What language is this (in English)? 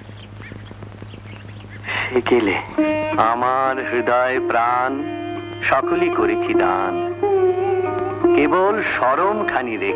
Bangla